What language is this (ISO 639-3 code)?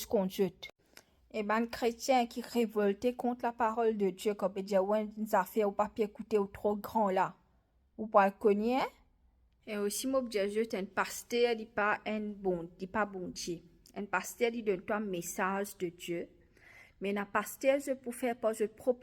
mfe